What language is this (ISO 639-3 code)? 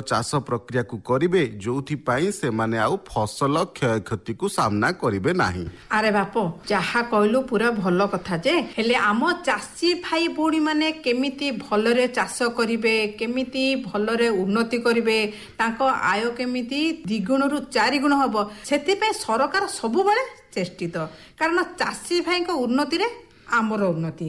ori